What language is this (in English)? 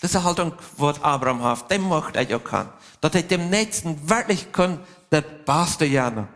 Plautdietsch